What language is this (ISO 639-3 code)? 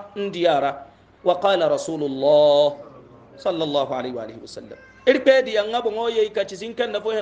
hau